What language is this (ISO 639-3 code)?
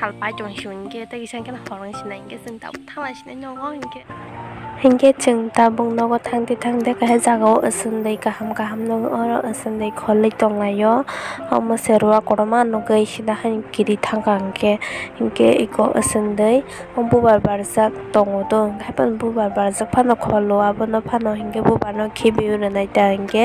trp